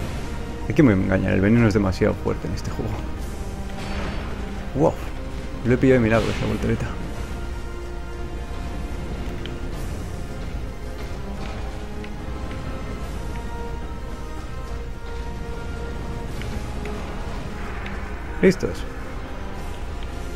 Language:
Spanish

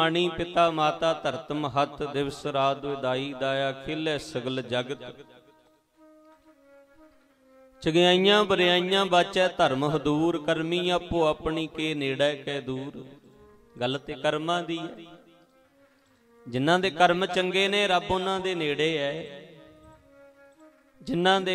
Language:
Punjabi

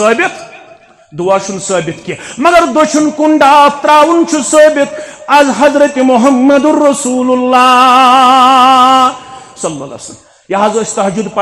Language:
Kashmiri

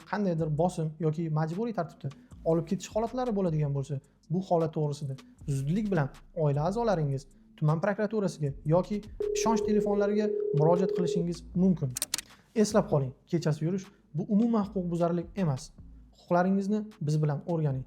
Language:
Uzbek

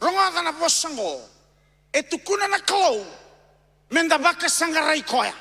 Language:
Fijian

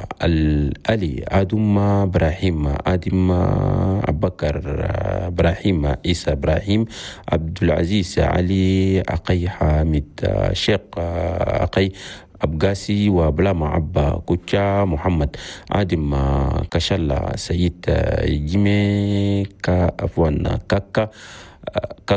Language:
Chadian Arabic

